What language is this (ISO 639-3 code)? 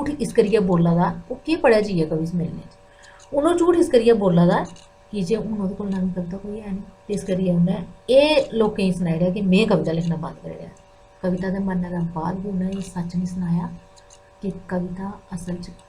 doi